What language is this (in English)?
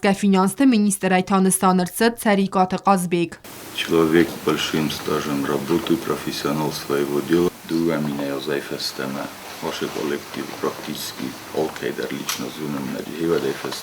Ossetic